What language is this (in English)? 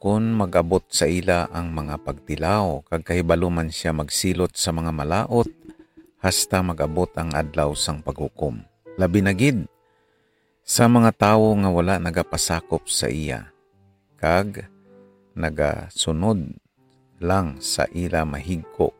Hiligaynon